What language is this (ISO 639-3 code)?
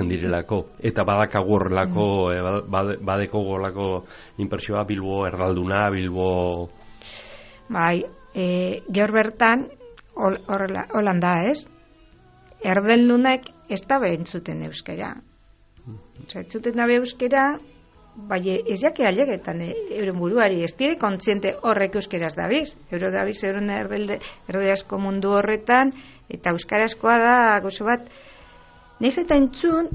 eus